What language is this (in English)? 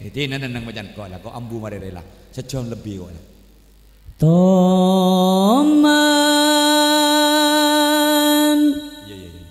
Madurese